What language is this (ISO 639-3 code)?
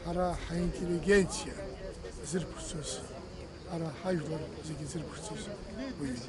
abk